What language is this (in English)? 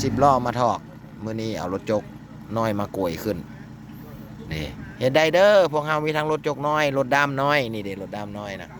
Lao